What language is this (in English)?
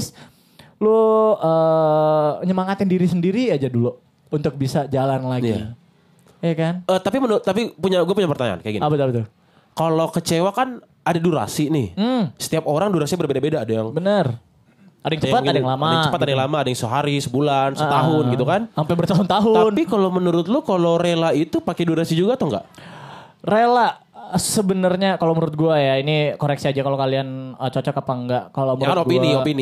Indonesian